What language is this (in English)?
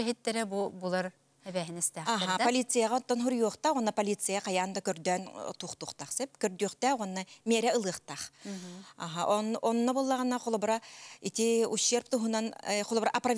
Yakut